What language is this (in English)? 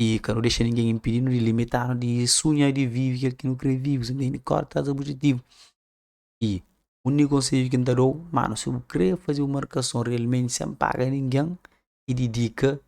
Kabuverdianu